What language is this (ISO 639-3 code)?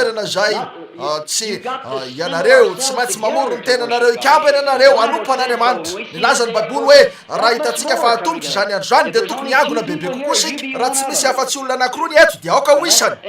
mlg